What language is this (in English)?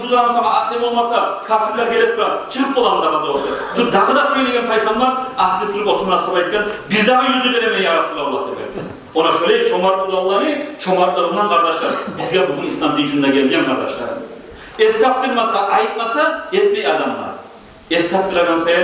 Kumyk